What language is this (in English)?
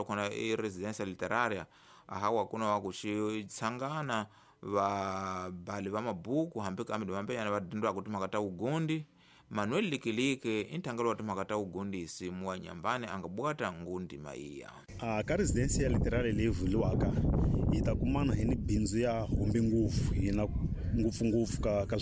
Tsonga